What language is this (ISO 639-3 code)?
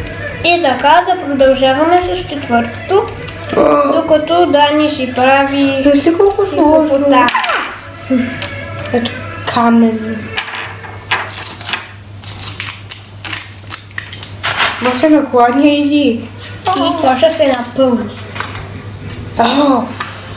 bul